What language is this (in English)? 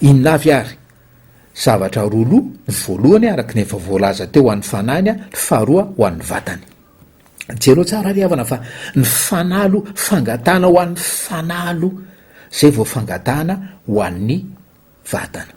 Malagasy